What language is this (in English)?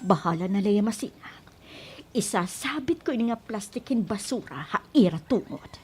Waray